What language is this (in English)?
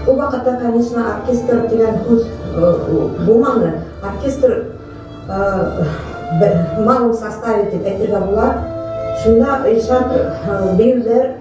Bashkir